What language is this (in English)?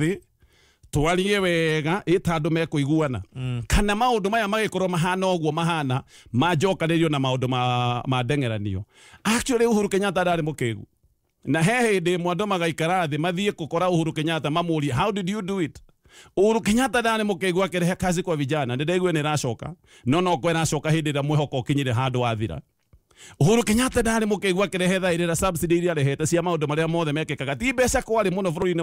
Kikuyu